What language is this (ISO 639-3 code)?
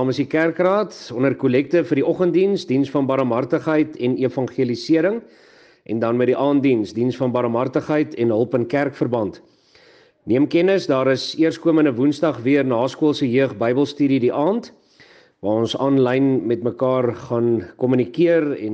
afr